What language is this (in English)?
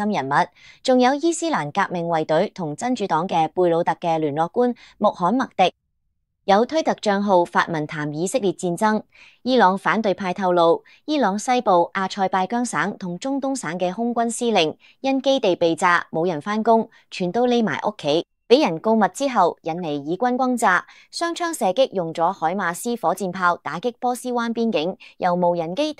Cantonese